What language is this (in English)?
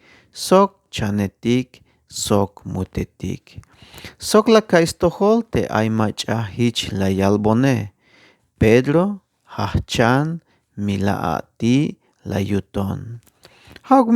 Tzeltal